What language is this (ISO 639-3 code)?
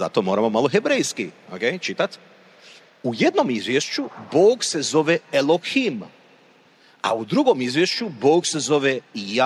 hrv